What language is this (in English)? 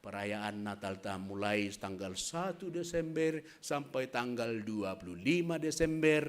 Batak Simalungun